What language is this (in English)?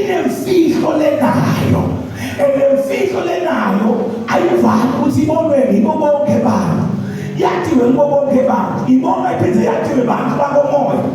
Zulu